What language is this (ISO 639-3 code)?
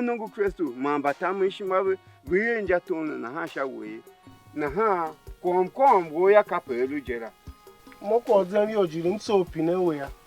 tiv